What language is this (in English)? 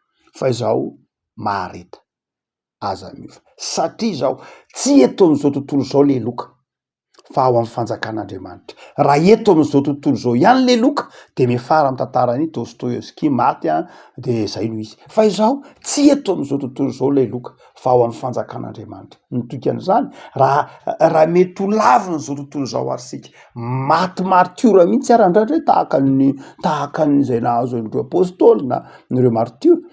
Malagasy